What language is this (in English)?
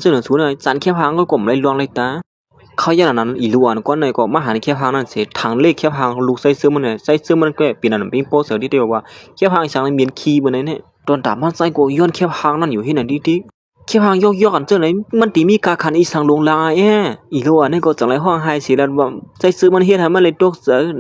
Shan